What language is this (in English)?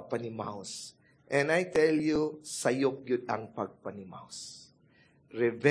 Cebuano